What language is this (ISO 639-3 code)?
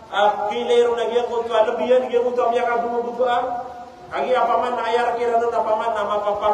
mrw